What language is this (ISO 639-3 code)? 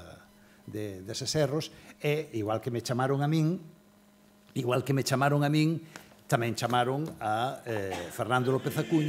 glg